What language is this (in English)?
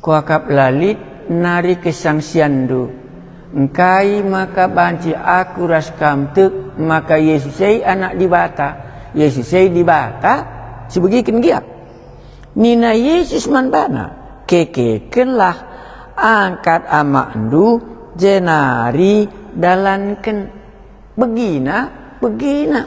Batak Karo